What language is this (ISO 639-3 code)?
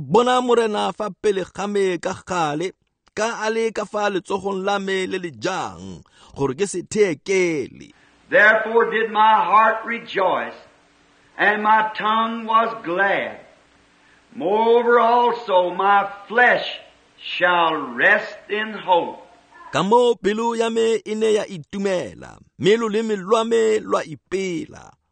tsn